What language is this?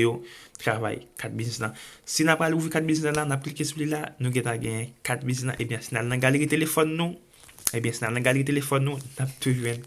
Haitian Creole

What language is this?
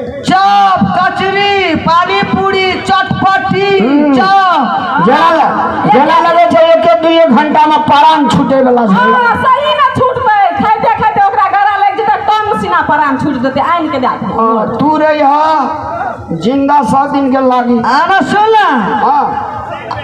Maithili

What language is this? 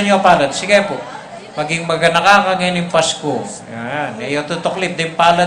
Pampanga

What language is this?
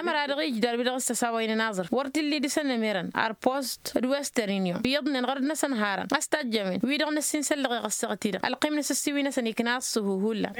Tamasheq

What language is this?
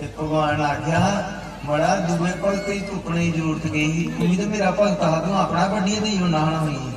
Dogri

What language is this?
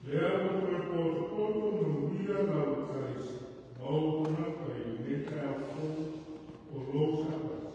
Samoan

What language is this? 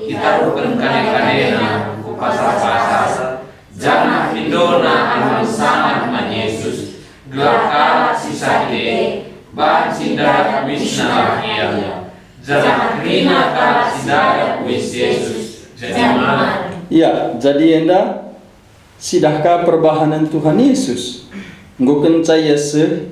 Batak Karo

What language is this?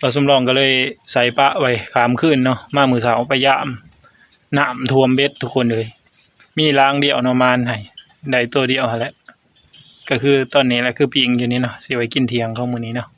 Northeastern Thai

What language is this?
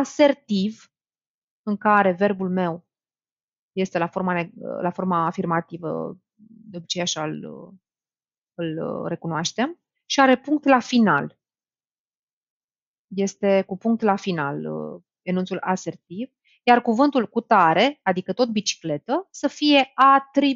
Romanian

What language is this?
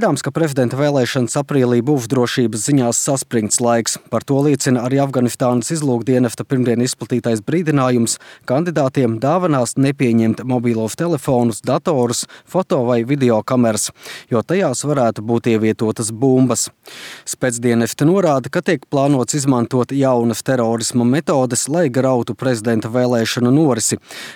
Latvian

